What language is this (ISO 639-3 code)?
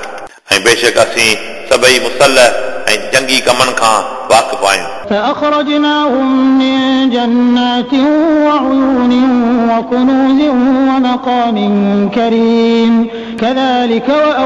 snd